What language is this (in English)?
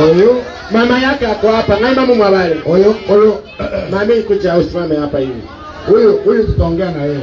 Gusii